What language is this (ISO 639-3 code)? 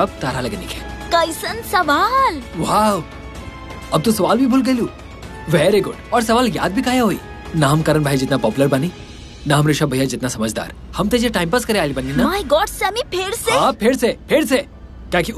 bho